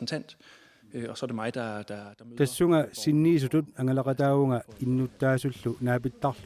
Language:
Kalaallisut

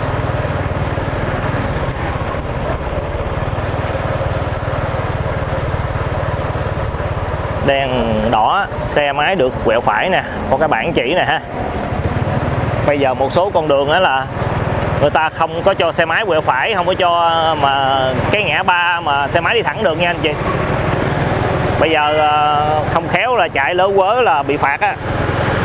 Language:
Vietnamese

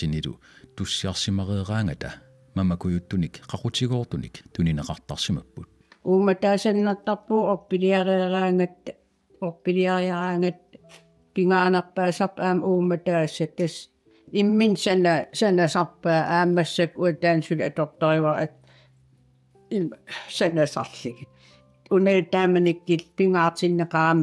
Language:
Kalaallisut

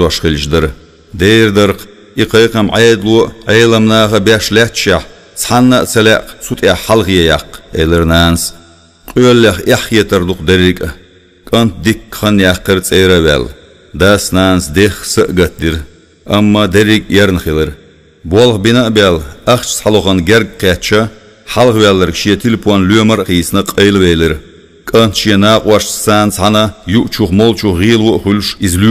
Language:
Chechen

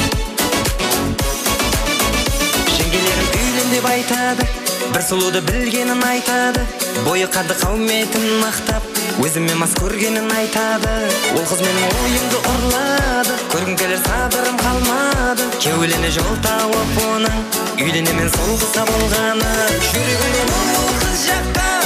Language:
Kara-Kalpak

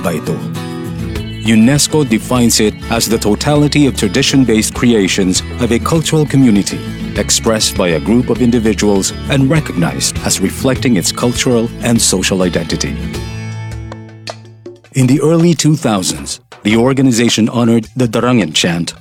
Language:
Filipino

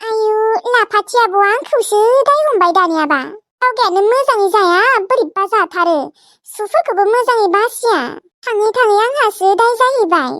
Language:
Bodo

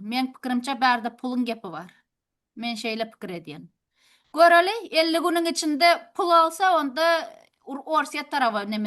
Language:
Turkmen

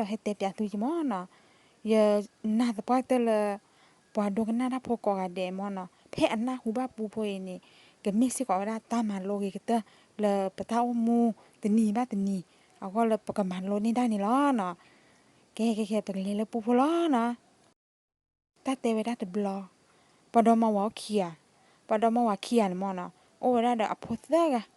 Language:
S'gaw Karen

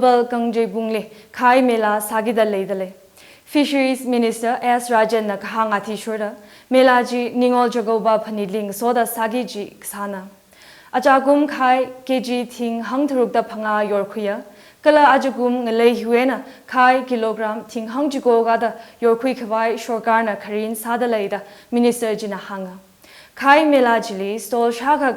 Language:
Tangkhul Naga (India)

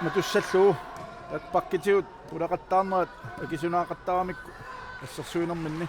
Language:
Kalaallisut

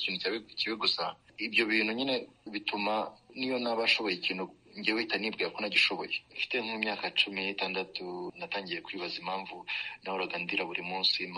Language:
Kinyarwanda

